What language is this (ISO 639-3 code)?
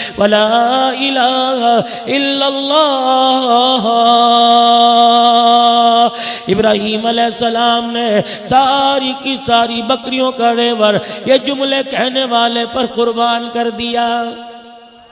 urd